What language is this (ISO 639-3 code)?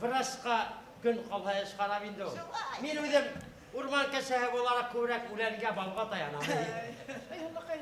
bak